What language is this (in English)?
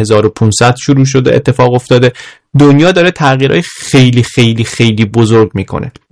Persian